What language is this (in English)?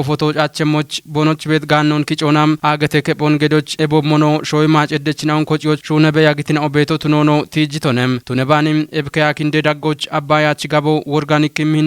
Kafa